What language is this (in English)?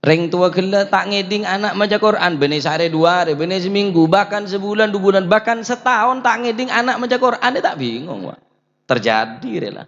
Madurese